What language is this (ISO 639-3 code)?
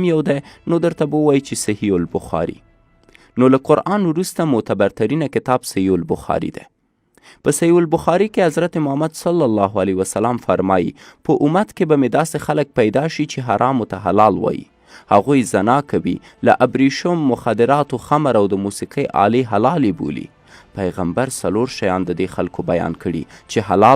pus